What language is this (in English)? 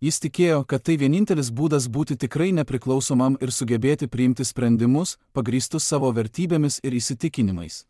Lithuanian